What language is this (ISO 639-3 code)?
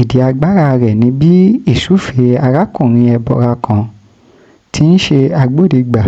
yor